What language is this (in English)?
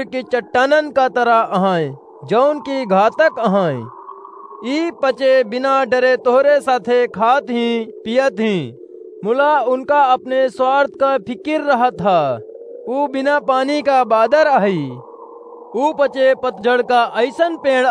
Awadhi